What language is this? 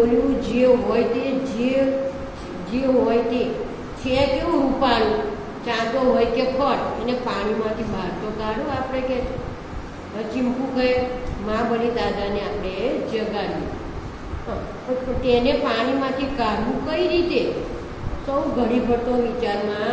Gujarati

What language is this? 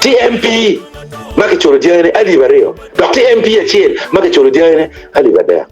Acoli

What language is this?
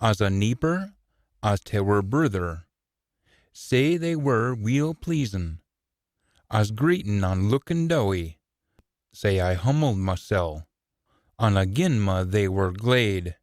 Scots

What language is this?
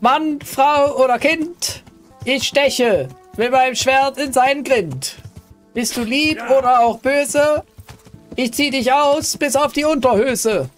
Swiss German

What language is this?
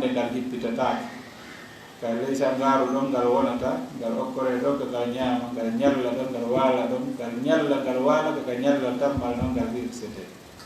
Fula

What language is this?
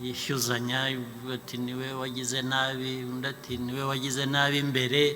Kinyarwanda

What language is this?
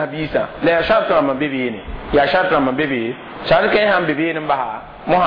Mossi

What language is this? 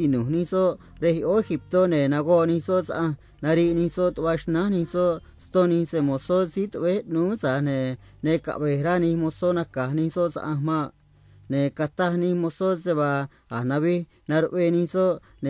Copala Triqui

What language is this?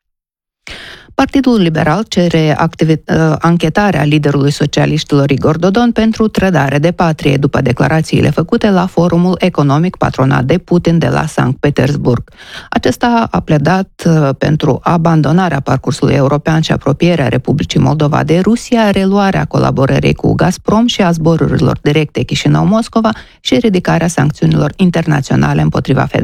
Romanian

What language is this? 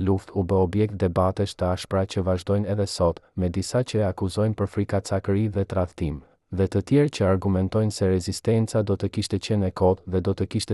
Albanian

